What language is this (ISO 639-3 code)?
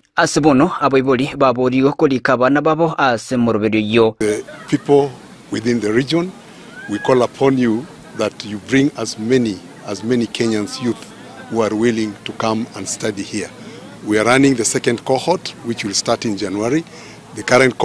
guz